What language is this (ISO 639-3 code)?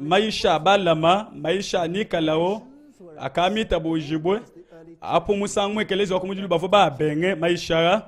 lua